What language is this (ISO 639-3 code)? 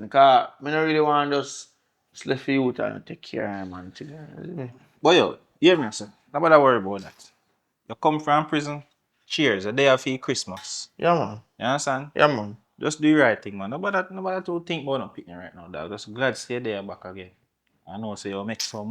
jam